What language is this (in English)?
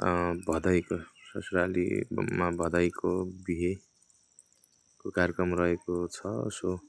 Nepali